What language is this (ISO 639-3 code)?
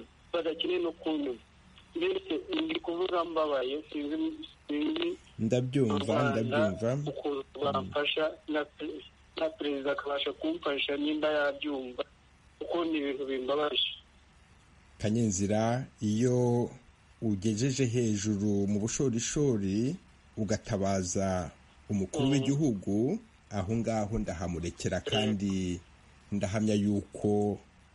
kin